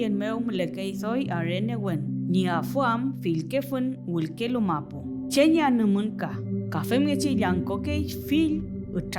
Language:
Mapuche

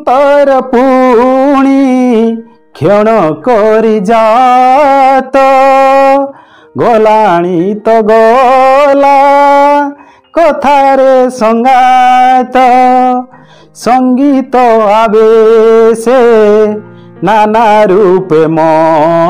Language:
Odia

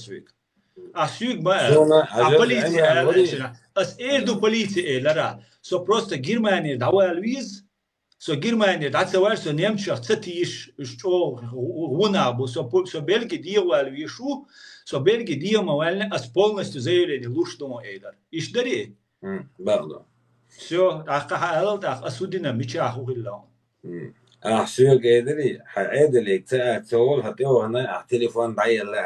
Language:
Chechen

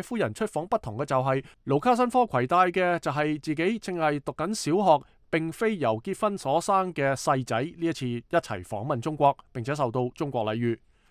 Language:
Cantonese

